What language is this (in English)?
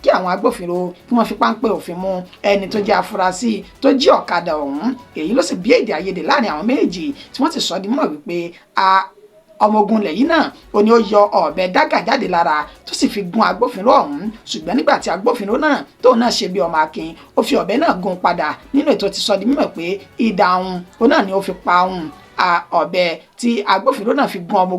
Yoruba